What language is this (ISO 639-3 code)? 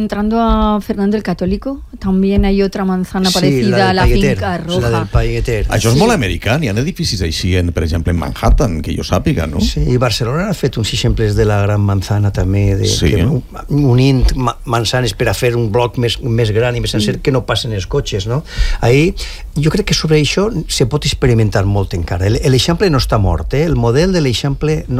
cat